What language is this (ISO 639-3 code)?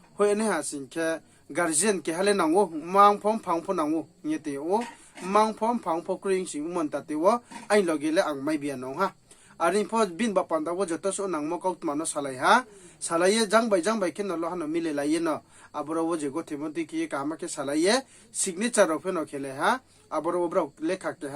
ria